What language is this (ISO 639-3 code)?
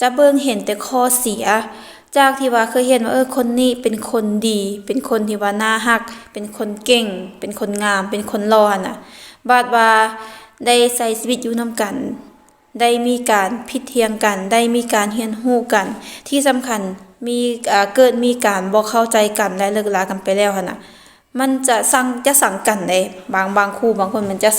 lao